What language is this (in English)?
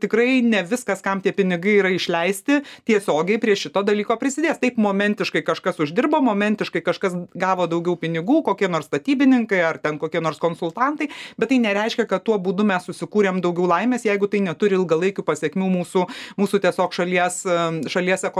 Lithuanian